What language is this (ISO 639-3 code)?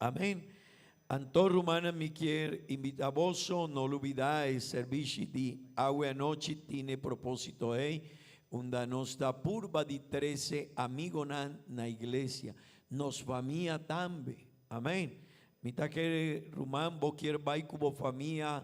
pap